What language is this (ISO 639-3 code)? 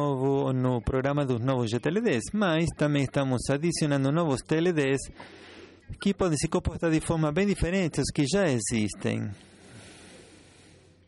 por